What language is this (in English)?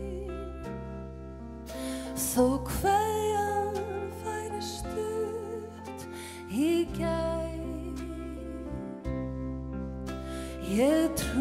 Icelandic